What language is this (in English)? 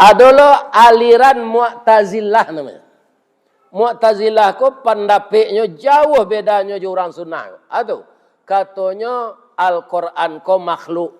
Minangkabau